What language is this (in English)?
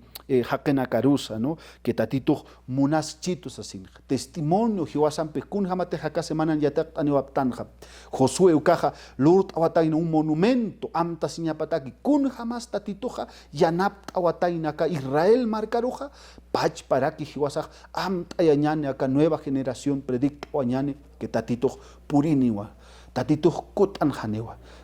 Aymara